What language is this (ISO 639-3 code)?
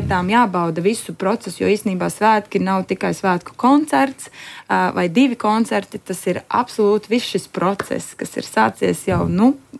lav